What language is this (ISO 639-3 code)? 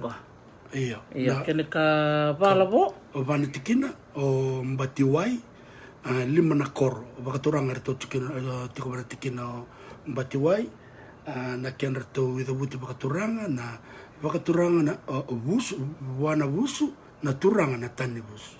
fij